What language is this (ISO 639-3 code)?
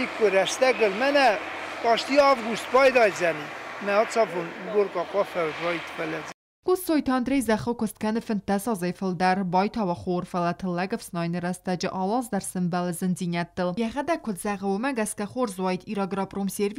oss